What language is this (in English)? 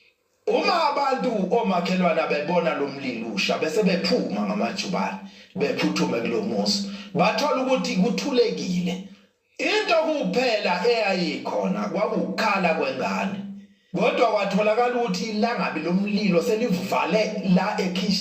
Zulu